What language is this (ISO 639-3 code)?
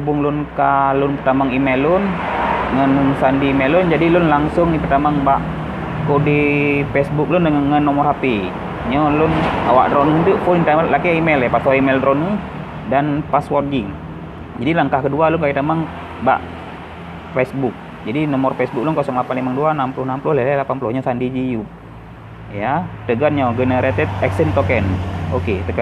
ace